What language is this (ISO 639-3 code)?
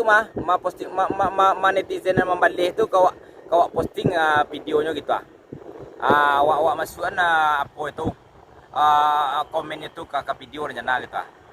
min